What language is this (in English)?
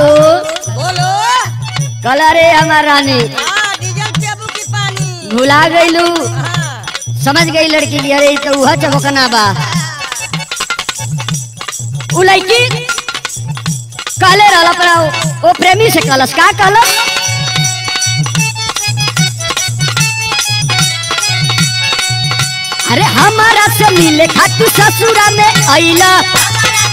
Bhojpuri